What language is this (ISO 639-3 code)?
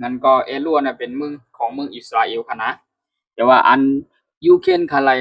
shn